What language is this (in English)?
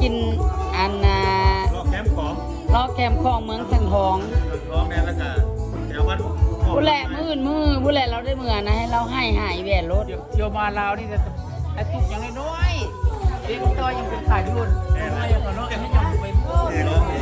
Lao